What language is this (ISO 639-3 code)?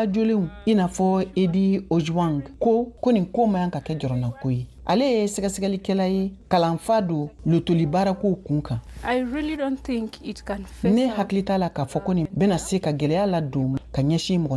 bam